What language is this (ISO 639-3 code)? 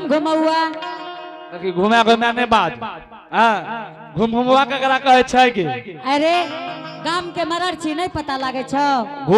anp